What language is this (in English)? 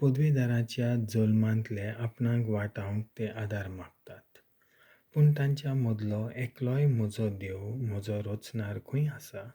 Konkani